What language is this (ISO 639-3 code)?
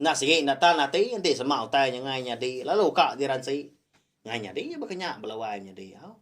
iba